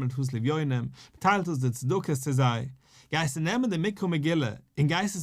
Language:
Yiddish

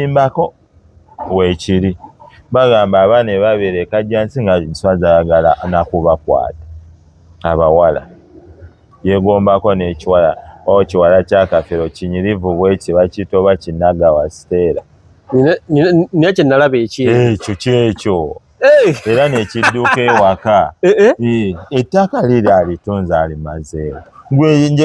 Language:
Ganda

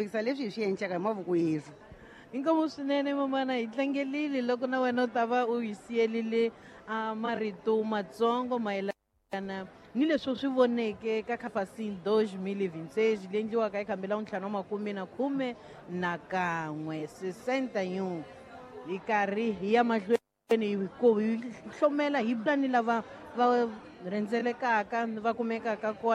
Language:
Tsonga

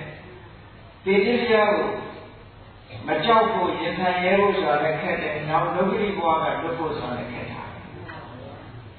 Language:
Burmese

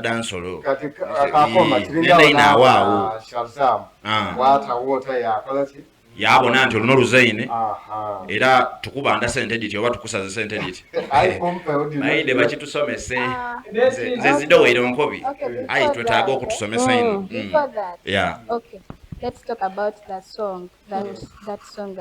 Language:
Soga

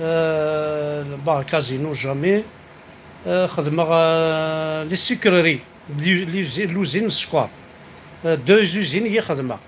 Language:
Kabyle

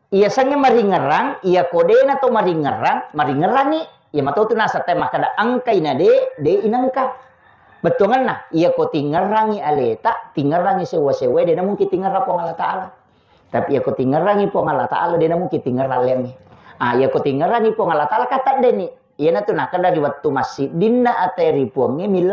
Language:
Buginese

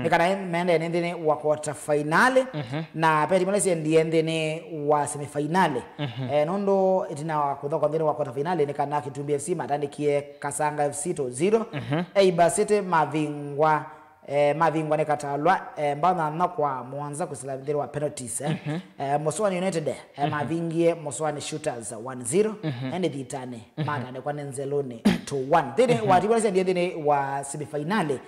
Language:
Kamba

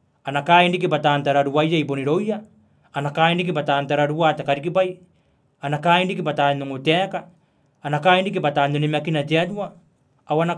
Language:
Gilbertese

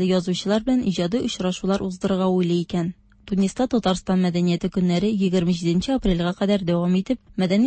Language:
Tatar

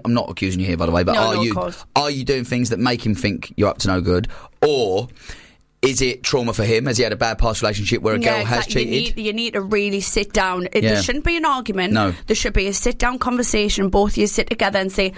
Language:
English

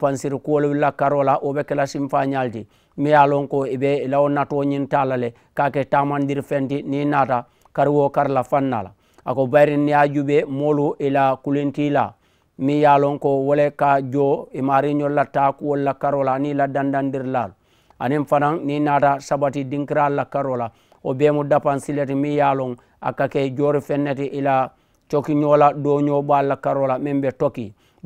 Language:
Mandingo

